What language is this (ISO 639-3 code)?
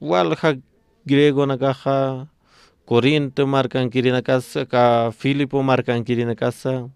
aym